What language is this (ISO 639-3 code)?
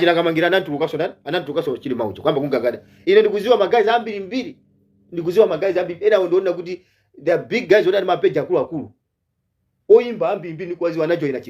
nya